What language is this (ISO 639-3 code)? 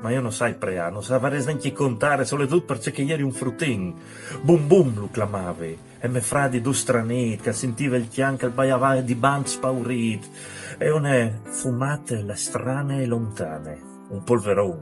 fur